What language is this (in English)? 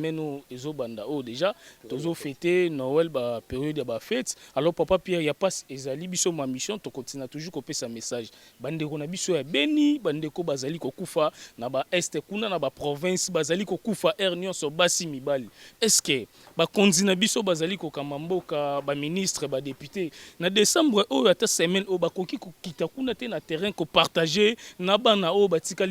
Lingala